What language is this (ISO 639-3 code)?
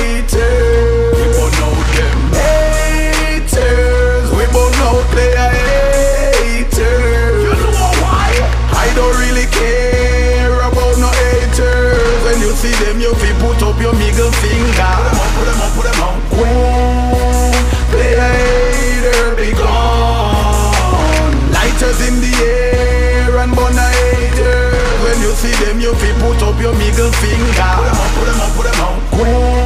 jam